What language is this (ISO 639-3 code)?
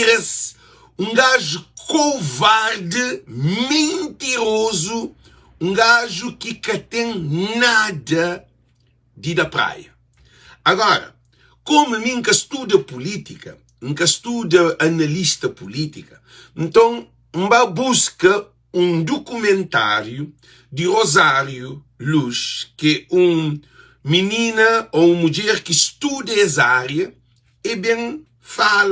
kea